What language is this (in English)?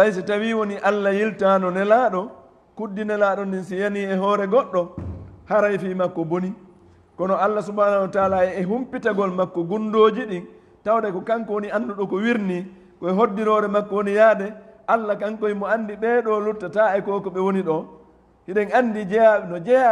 Fula